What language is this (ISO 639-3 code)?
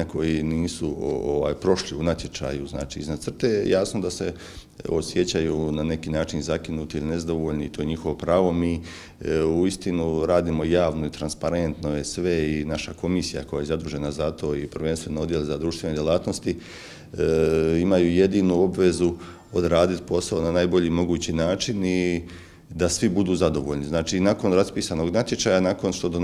hrv